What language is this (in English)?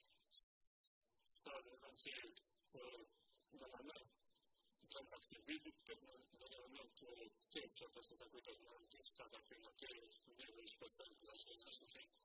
Romanian